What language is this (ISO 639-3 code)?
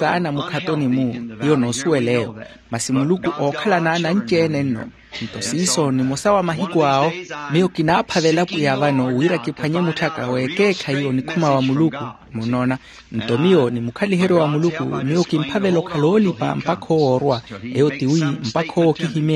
vmw